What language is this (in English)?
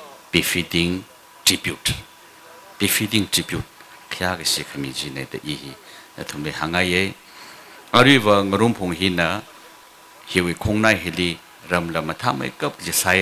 Tangkhul Naga (India)